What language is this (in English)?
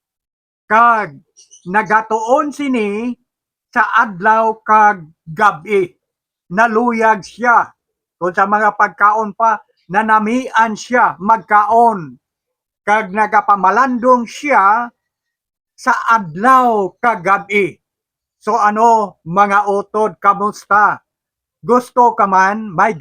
Hiligaynon